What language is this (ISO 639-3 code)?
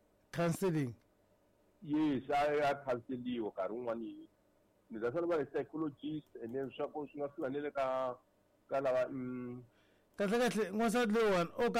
tso